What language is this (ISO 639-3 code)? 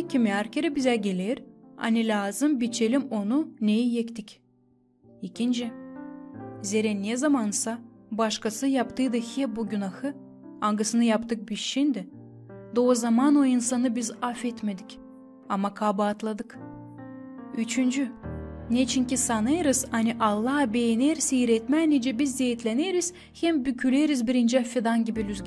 gag